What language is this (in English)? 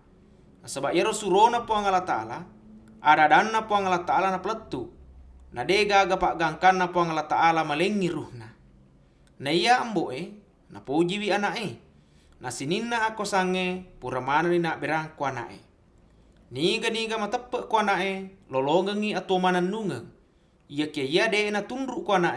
Buginese